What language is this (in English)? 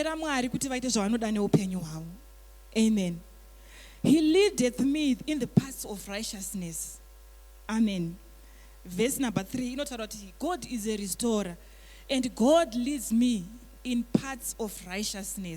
Shona